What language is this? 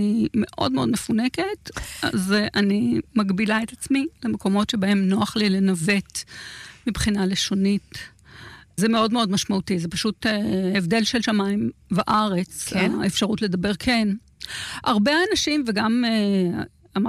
Hebrew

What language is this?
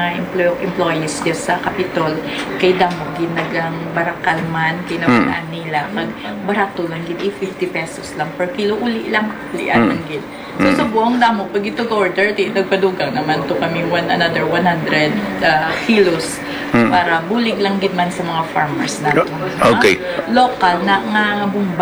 Hiligaynon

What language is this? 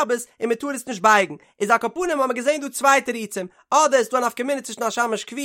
Yiddish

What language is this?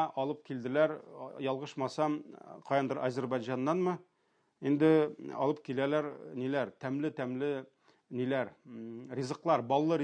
Tatar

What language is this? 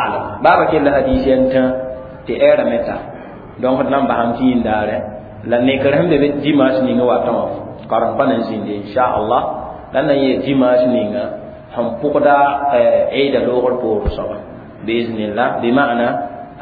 Mossi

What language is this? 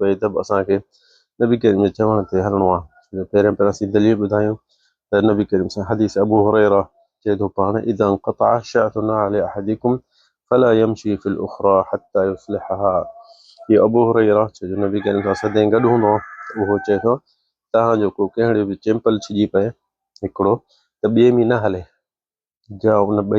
Sindhi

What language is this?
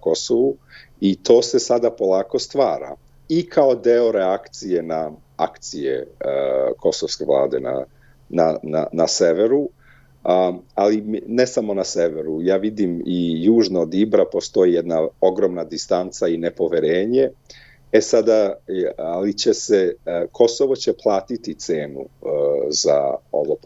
Serbian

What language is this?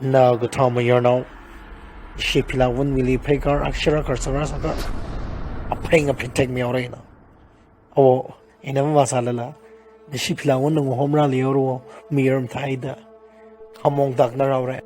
Tangkhul Naga (India)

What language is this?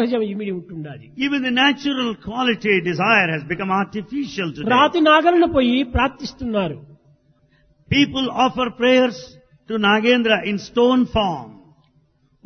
Telugu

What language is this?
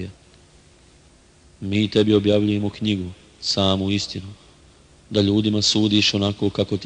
Bosnian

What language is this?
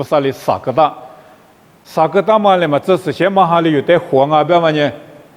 Lisu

